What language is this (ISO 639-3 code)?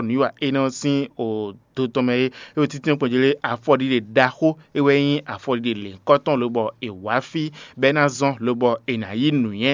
fon